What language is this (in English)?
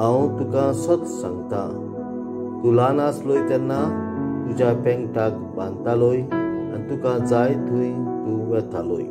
Konkani